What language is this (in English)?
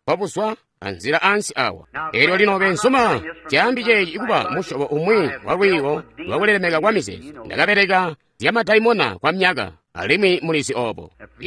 Tonga (Zambia)